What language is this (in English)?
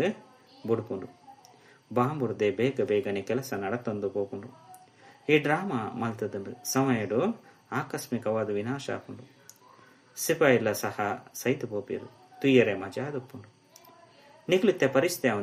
Tulu